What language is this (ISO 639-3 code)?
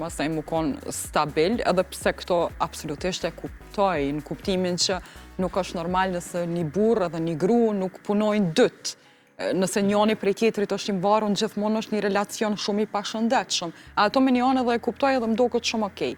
sqi